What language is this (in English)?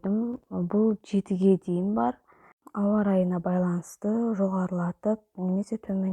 Kazakh